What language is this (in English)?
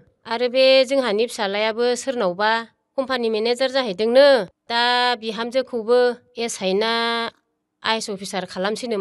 Bodo